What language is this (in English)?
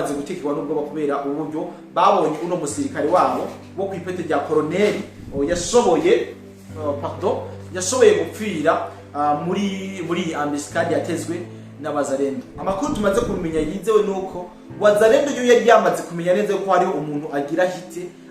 Rundi